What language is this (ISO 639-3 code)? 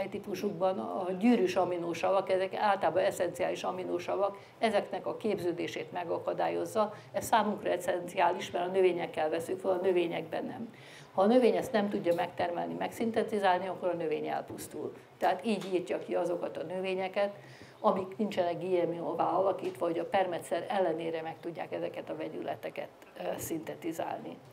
hun